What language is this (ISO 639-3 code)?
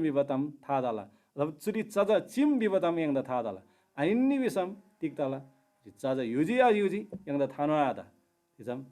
taj